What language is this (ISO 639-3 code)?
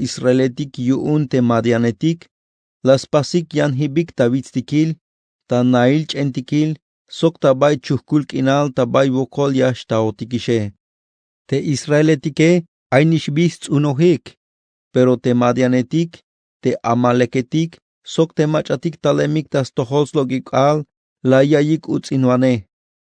tzh